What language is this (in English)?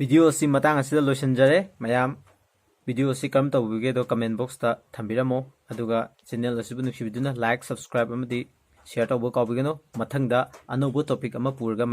Manipuri